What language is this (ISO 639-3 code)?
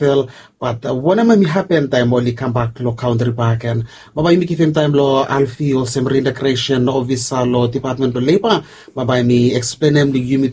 bis